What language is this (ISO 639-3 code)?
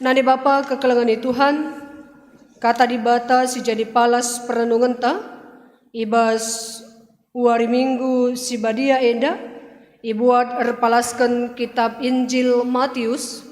btx